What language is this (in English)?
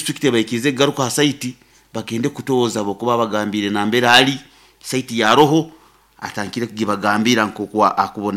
Nyoro